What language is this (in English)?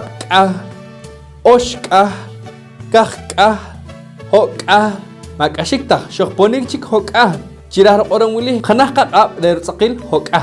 Poqomchi'